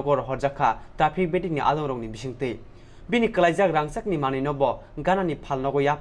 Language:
Kok Borok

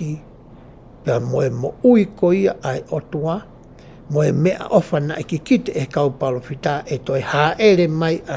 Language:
Tongan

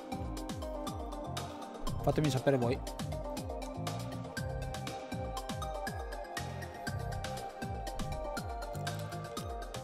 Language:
Italian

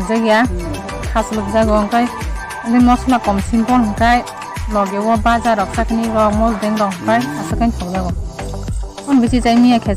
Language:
Kok Borok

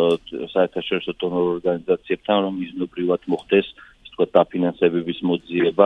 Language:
Georgian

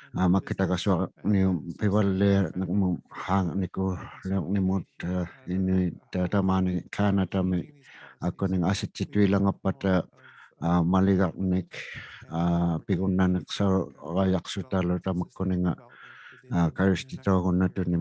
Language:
Inuktitut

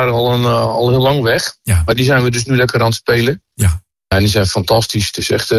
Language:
Dutch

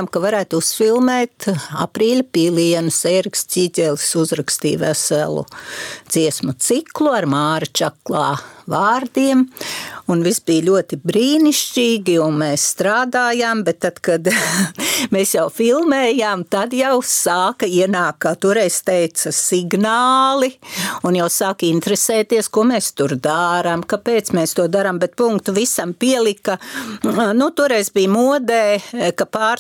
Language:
Latvian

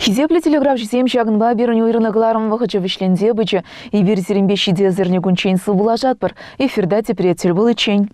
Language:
Chuvash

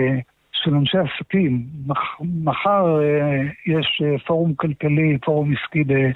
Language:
Hebrew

